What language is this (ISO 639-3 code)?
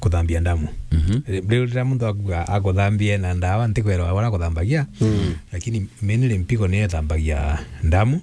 mer